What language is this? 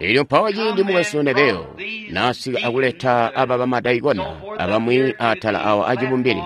Tonga (Zambia)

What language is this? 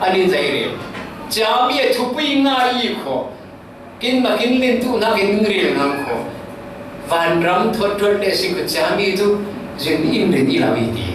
Falam Chin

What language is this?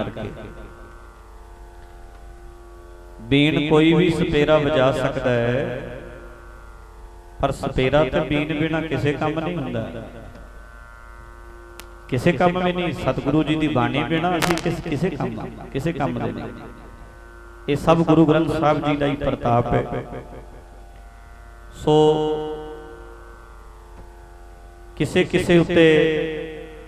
Punjabi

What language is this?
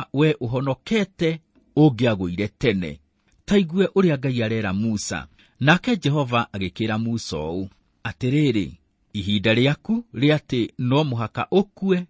Kikuyu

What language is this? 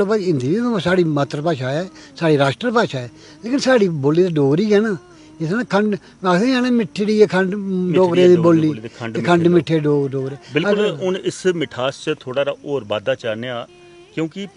Dogri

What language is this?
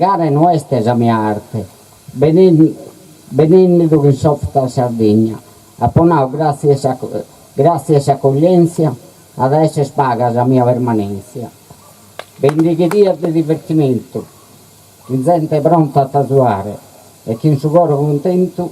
Sardinian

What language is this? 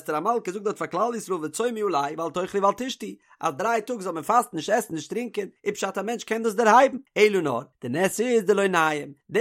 Yiddish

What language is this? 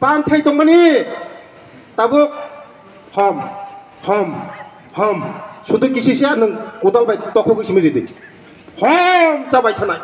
Kok Borok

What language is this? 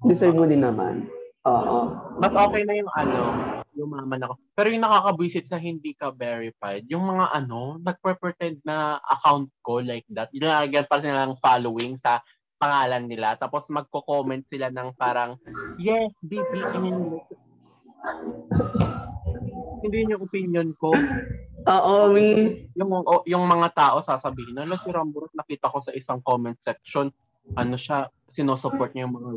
Filipino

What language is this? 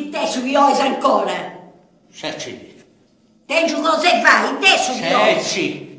Sardinian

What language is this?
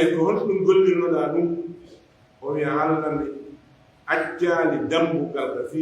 Pular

